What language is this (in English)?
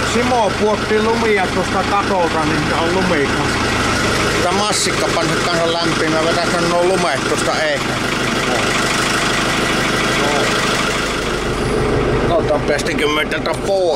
Finnish